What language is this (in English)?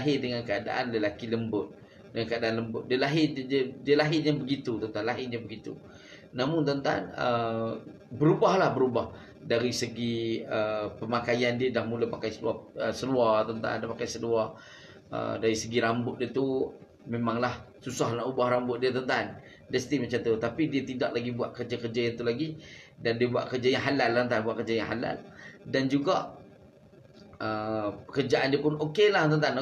Malay